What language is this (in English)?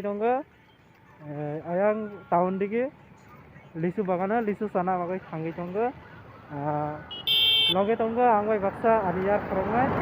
Kok Borok